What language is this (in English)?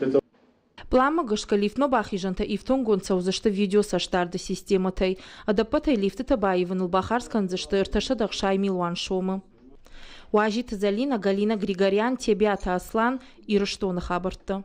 Ossetic